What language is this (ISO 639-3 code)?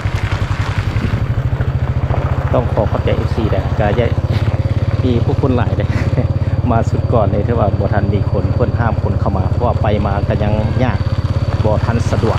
lao